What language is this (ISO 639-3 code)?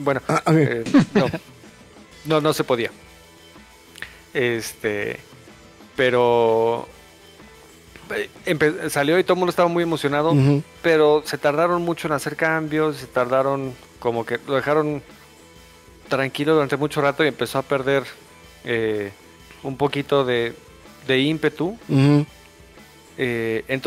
spa